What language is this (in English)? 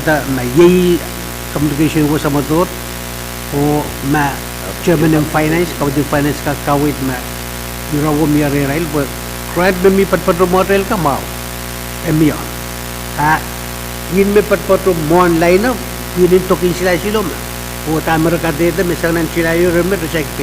Pohnpeian